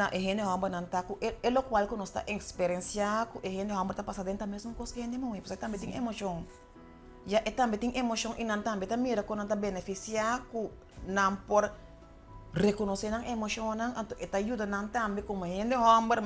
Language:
Papiamento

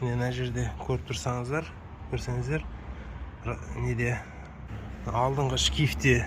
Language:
Kazakh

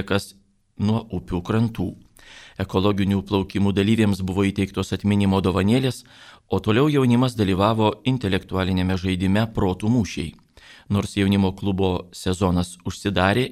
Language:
Lithuanian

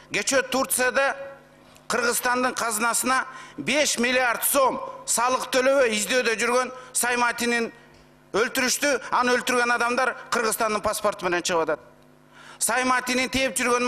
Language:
Kyrgyz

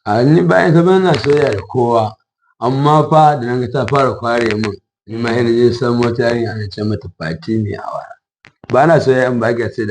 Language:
Hausa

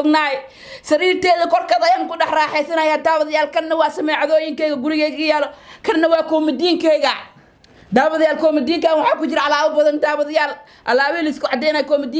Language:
Somali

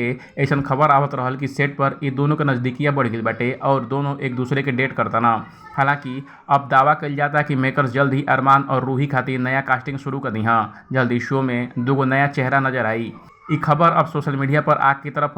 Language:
Bhojpuri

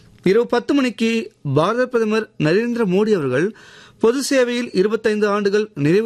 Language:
Tamil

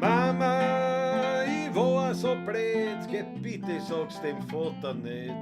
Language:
Bavarian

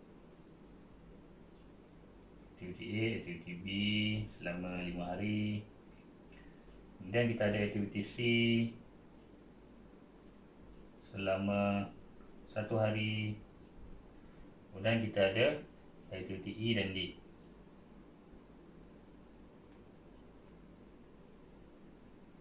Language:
Malay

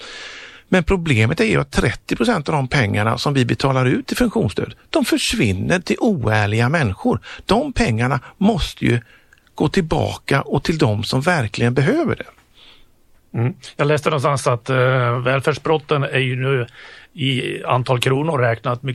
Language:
Swedish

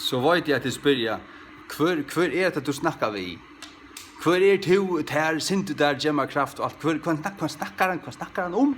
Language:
Faroese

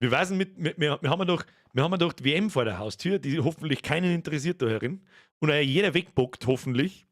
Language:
Bavarian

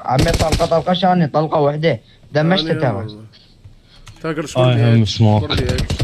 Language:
Mesopotamian Arabic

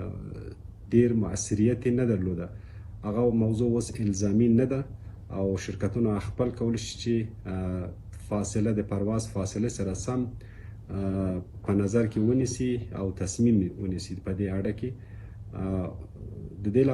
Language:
Pashto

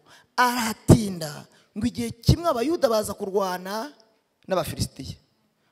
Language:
Kinyarwanda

